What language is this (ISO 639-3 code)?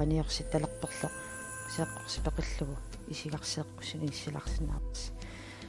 kal